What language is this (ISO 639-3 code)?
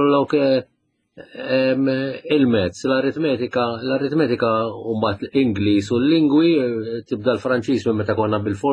mlt